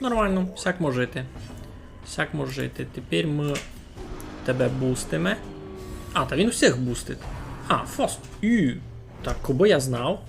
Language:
Rusyn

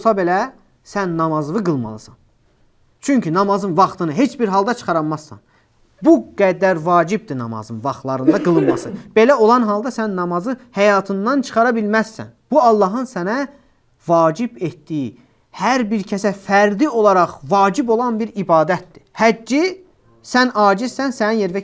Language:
Azerbaijani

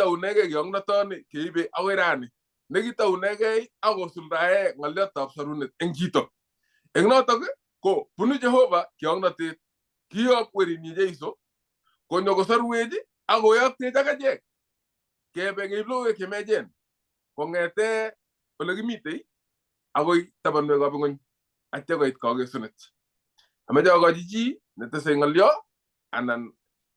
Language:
Kalenjin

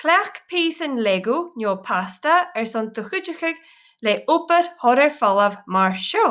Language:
Scottish Gaelic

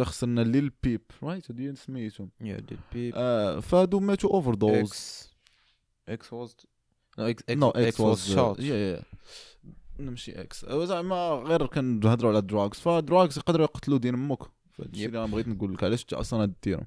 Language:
Moroccan Arabic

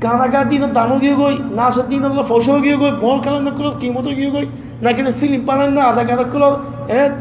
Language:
Rohingya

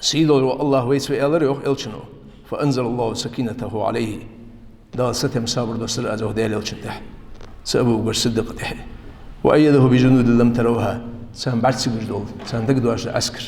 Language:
Ingush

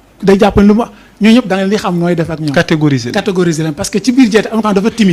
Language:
Wolof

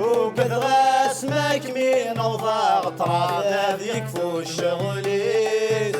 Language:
Kabyle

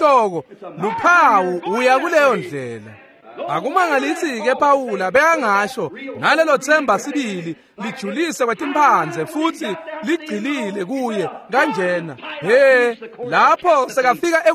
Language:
Swati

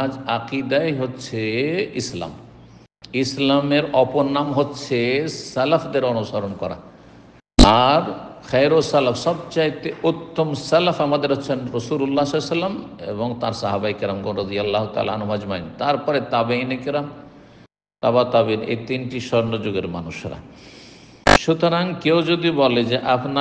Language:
Bangla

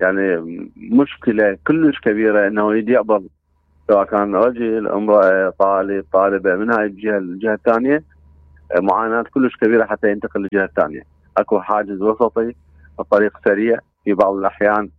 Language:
Mesopotamian Arabic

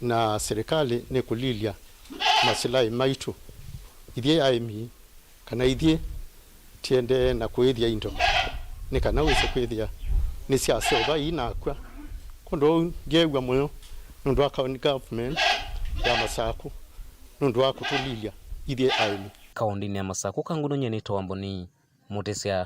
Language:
Kamba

